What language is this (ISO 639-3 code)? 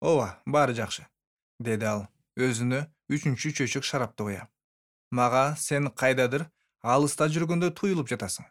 kir